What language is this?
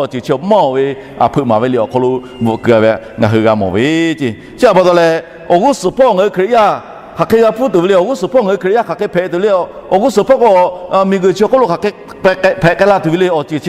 Lahu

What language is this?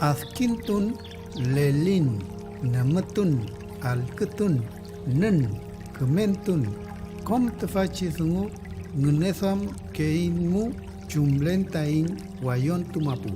Mapuche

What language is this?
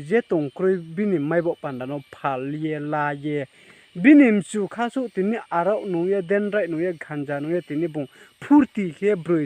Riang (India)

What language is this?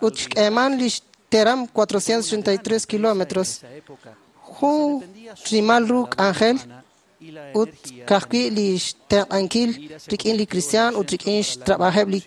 Kekchí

